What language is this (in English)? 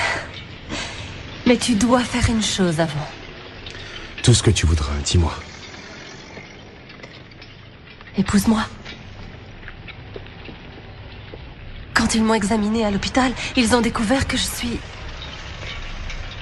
French